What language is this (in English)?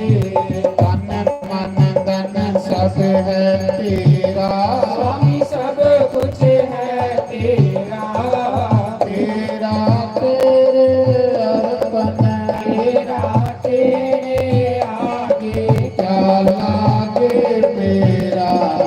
Dogri